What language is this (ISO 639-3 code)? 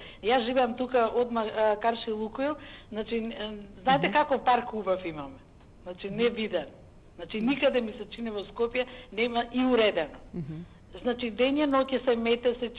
mkd